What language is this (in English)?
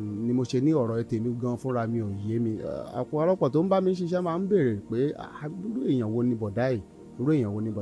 Yoruba